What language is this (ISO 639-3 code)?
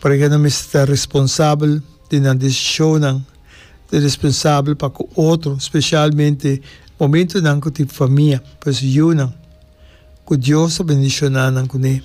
pap